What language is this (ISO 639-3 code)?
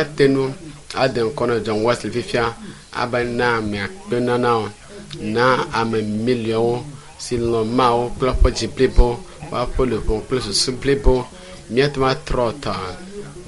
ewe